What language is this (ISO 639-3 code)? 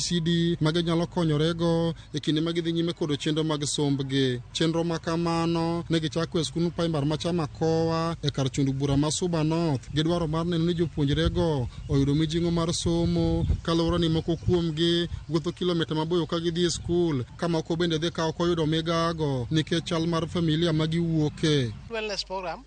luo